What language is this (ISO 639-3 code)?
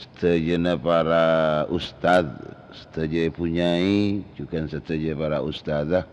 mad